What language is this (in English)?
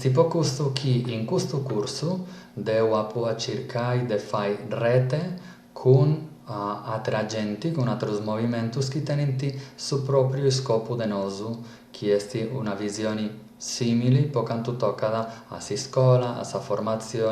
Sardinian